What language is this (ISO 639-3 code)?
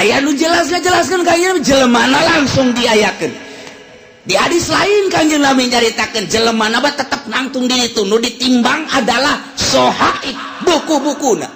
sun